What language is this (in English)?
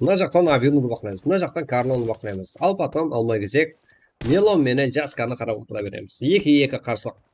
Kara-Kalpak